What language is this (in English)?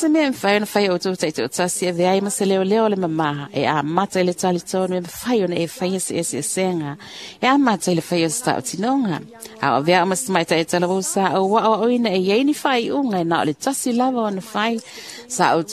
Samoan